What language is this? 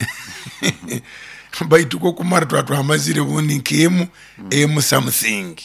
Nyoro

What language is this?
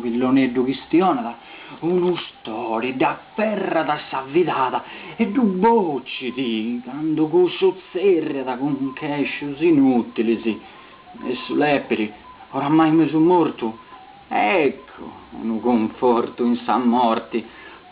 Sardinian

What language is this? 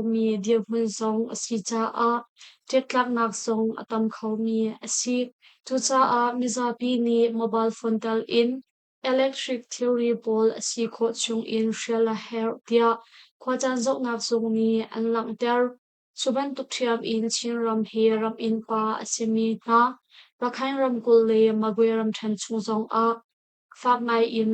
Hakha Chin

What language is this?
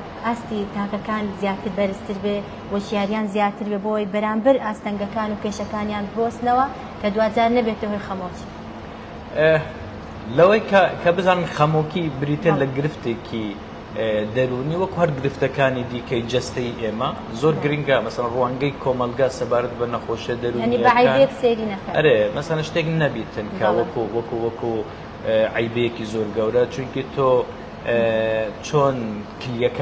Central Kurdish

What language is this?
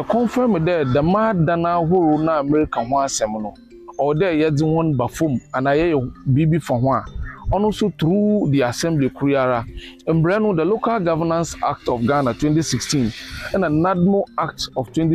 Akan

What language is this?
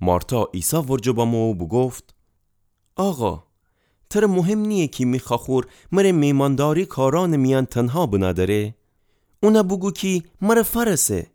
Gilaki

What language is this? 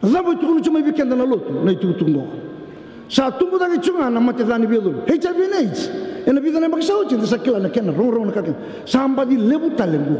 Fijian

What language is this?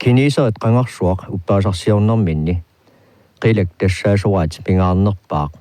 Kalaallisut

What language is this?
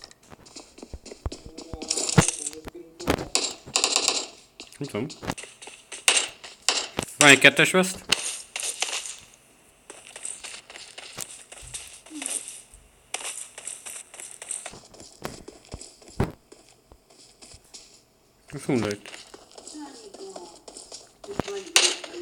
Hungarian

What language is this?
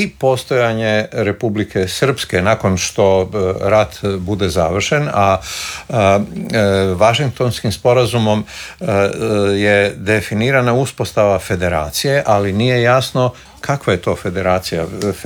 Croatian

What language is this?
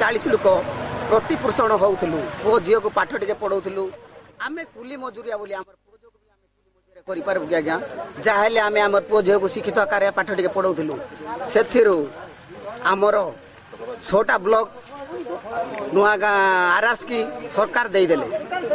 Odia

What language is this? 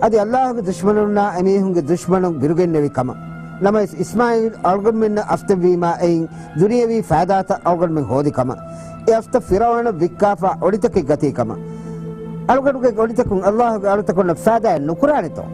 Divehi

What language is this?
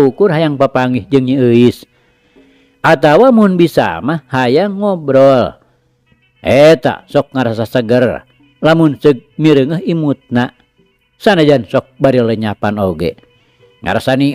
Sundanese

